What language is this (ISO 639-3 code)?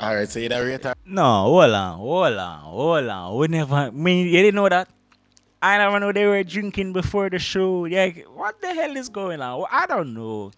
jam